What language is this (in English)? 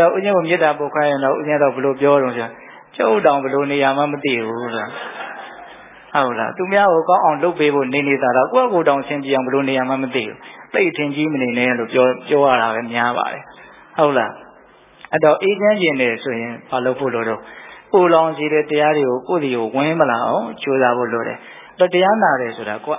Burmese